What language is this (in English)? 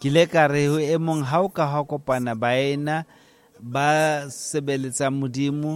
Southern Sotho